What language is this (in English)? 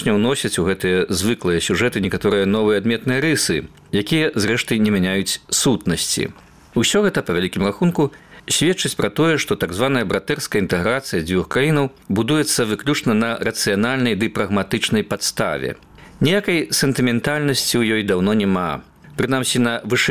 Belarusian